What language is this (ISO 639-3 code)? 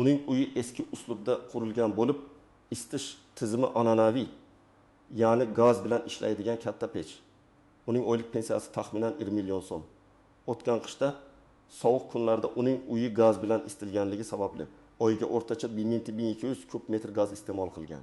uzb